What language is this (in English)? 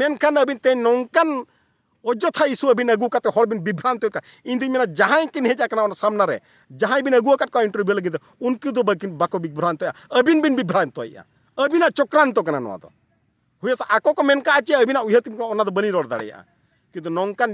Santali